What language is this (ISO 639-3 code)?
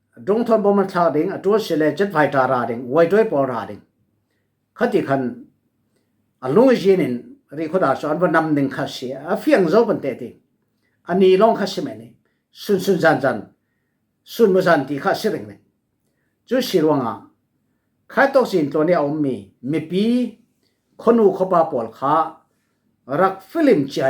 cfm